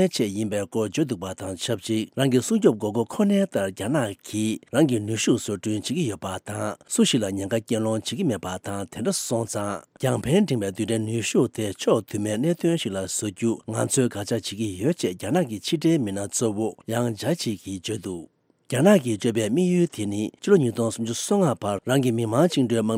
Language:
Tibetan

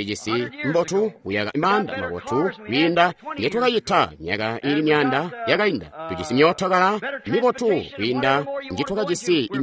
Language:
Tonga (Zambia)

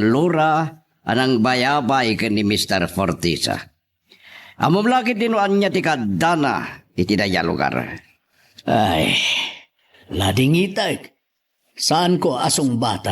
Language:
Iloko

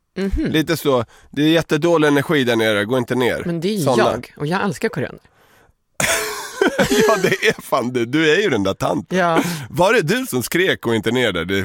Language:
Swedish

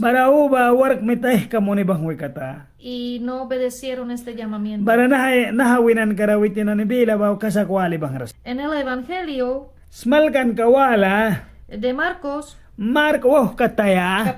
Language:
Mískito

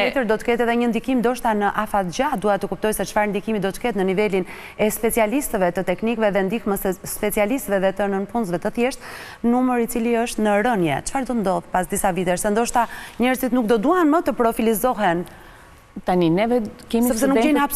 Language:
Albanian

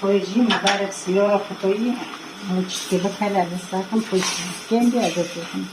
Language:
Kurdish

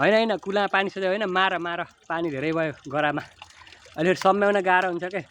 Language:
Nepali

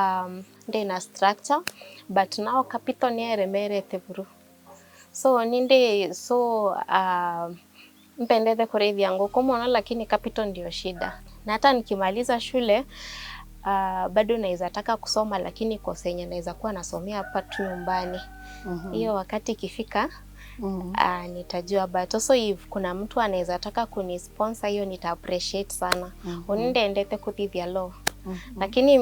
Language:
Meru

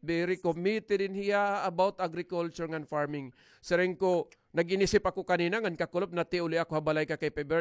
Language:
Waray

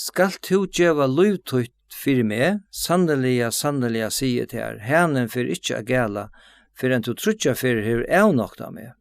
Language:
Faroese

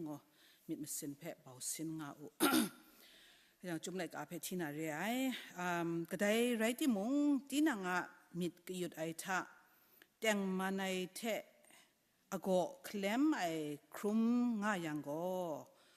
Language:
Kachin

